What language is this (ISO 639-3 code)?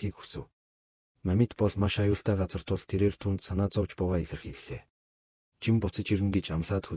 mon